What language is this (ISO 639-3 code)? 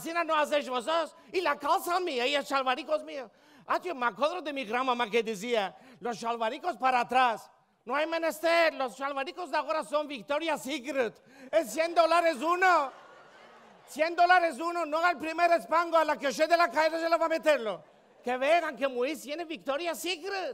lad